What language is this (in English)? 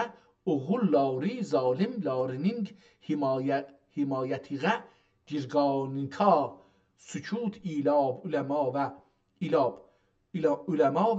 South Azerbaijani